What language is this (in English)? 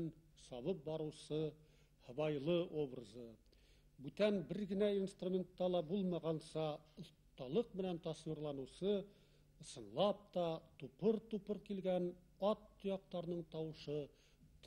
Bashkir